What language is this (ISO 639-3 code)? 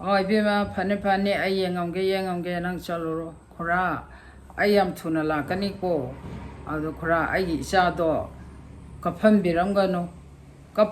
mni